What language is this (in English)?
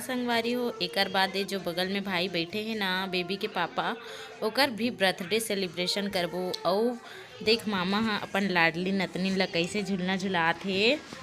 Chhattisgarhi